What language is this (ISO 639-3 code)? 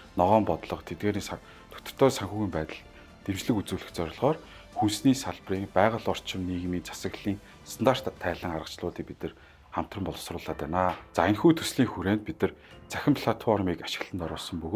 mon